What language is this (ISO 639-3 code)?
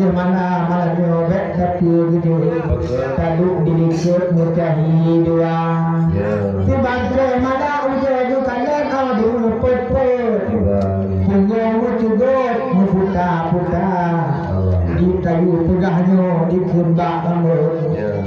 ace